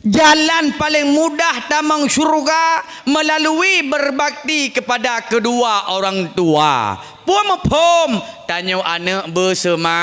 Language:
Achinese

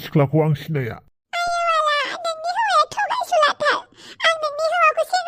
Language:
Bodo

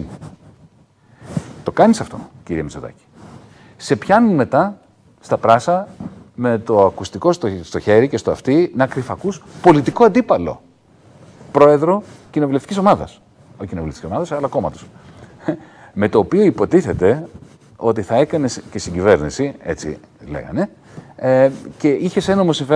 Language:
Greek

